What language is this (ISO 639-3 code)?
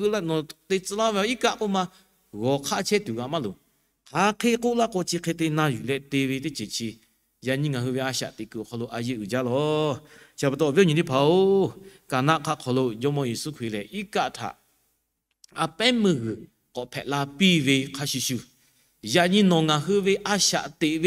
lhu